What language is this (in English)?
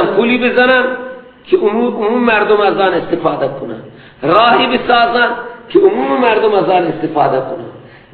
Persian